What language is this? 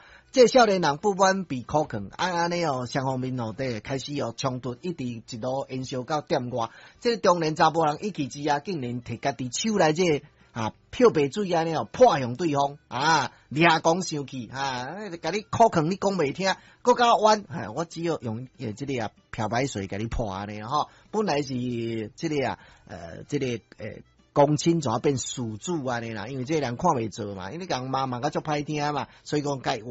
Min Nan Chinese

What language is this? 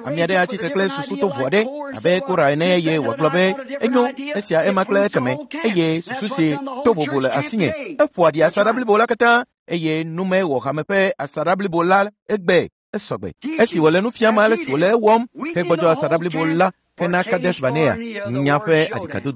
Ewe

